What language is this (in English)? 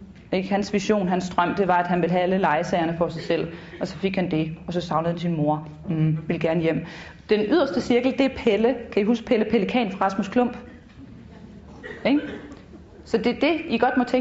Danish